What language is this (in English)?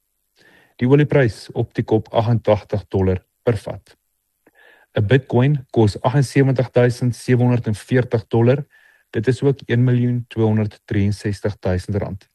Afrikaans